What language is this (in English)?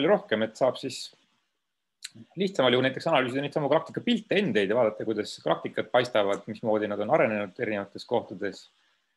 Estonian